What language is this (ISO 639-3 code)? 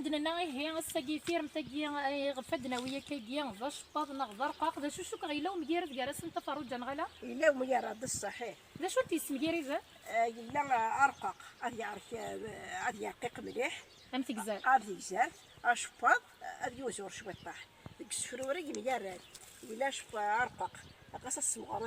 kab